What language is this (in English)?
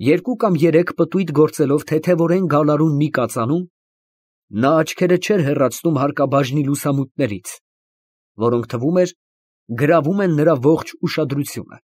Armenian